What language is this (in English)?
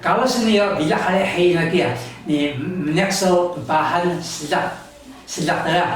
Taroko